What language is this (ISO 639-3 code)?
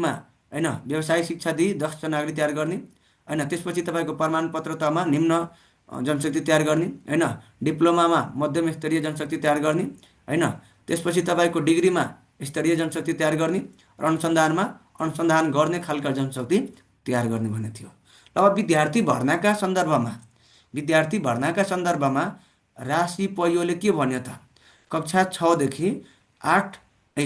nep